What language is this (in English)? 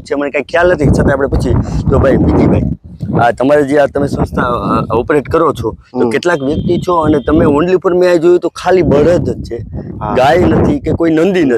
Gujarati